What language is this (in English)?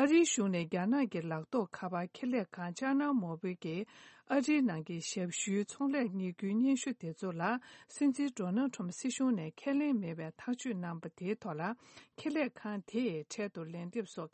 Tibetan